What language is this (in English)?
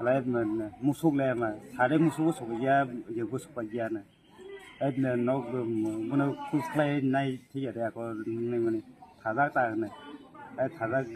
Kok Borok